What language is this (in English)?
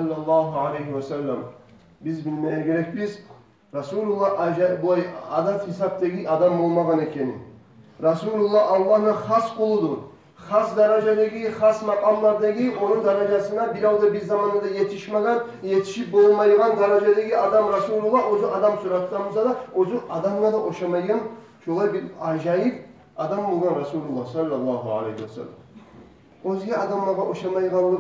Kumyk